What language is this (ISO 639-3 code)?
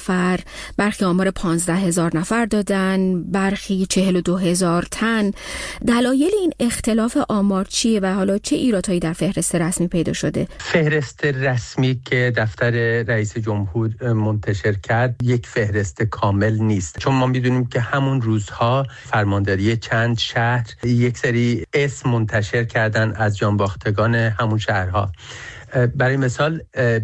fas